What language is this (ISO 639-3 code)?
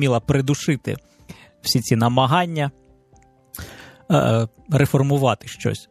ukr